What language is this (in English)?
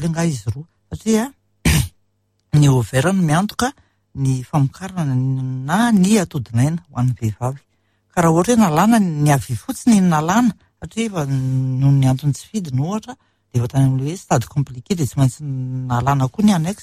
Malagasy